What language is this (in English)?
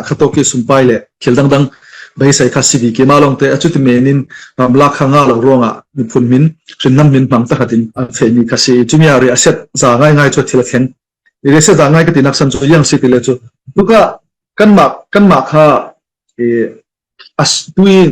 Falam Chin